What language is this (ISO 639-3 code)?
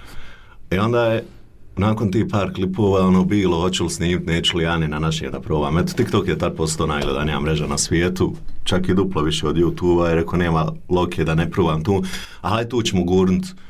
bos